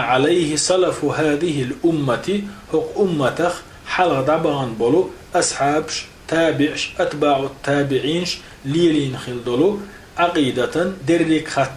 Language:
Chechen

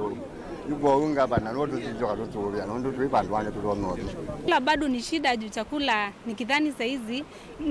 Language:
Kamba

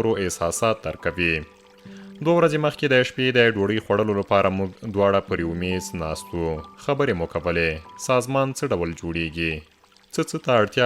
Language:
Pashto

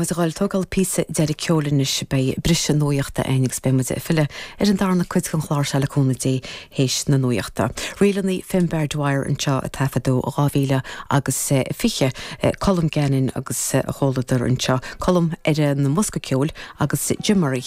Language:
Irish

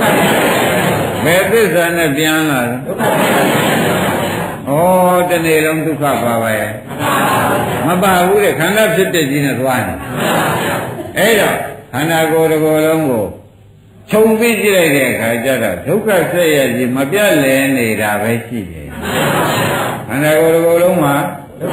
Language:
Burmese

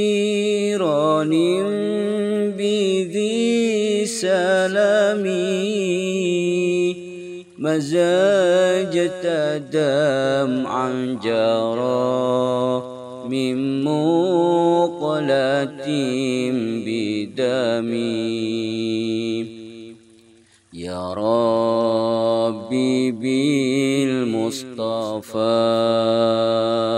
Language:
Arabic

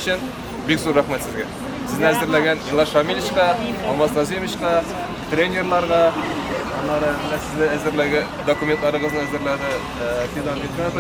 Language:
Tatar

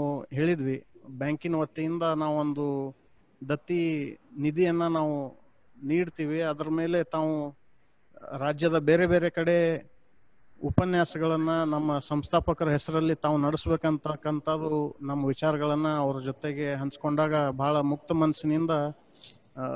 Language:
Kannada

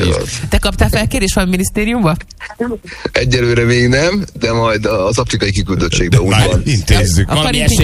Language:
Hungarian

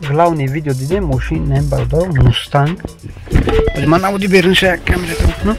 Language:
Tajik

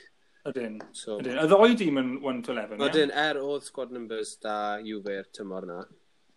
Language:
Welsh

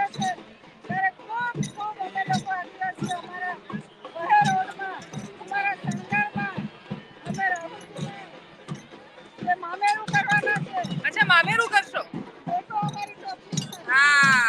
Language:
Gujarati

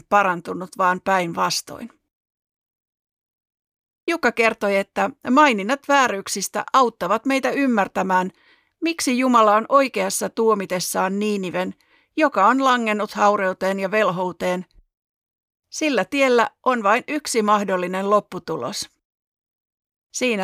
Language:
Finnish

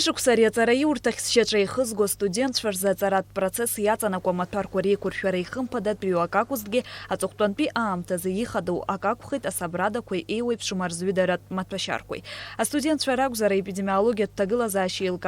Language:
Abkhazian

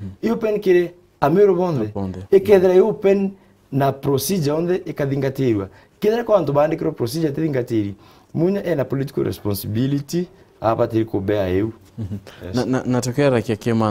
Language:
Meru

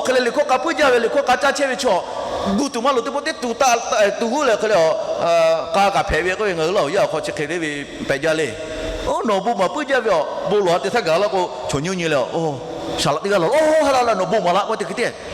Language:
Lahu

